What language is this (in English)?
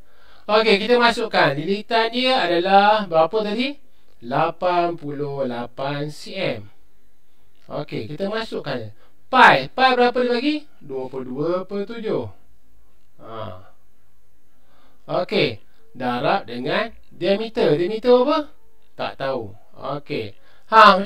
Malay